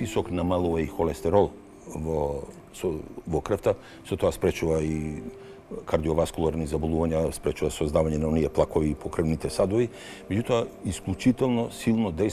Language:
Macedonian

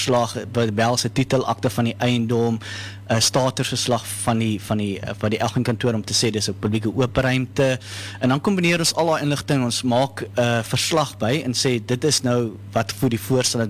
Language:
Afrikaans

